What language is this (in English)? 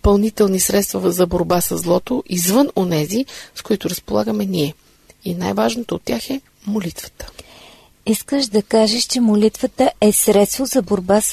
Bulgarian